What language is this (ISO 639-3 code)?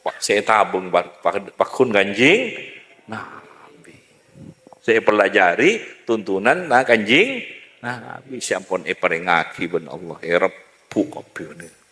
mad